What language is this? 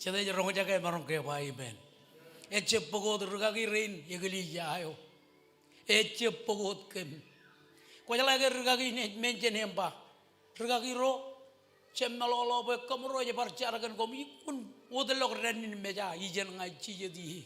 Marshallese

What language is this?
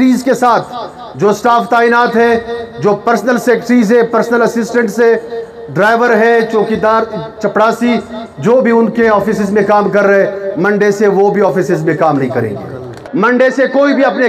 Urdu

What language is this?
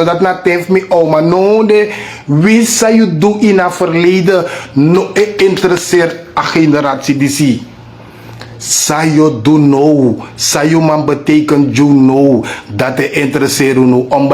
Sranan Tongo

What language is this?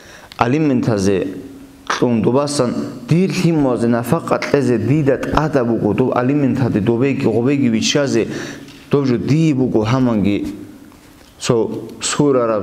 Avaric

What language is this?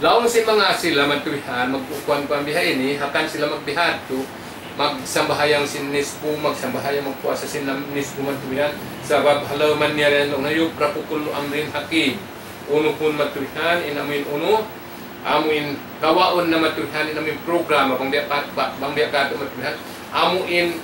Tausug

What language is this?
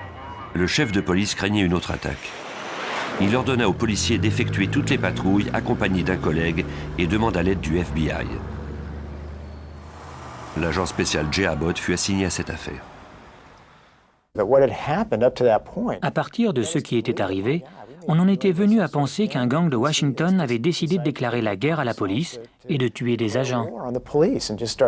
French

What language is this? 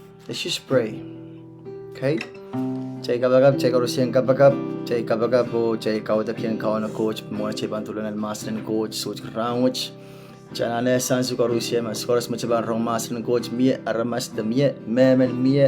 Pohnpeian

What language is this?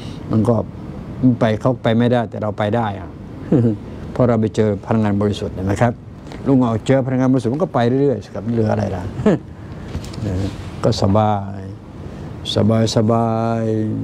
Thai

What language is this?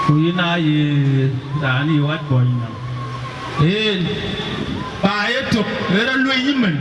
Dinka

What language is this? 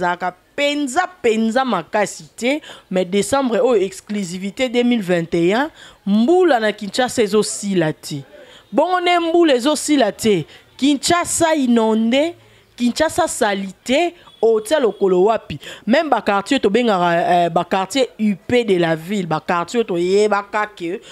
Lingala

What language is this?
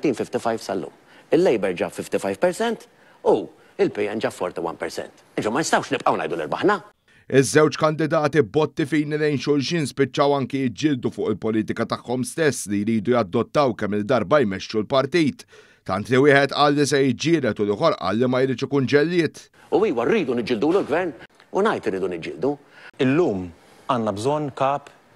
Maltese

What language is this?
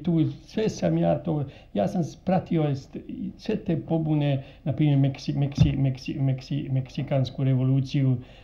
Croatian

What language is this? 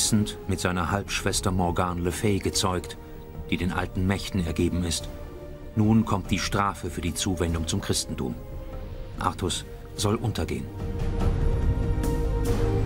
German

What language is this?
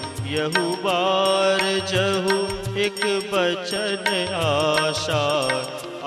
Hindi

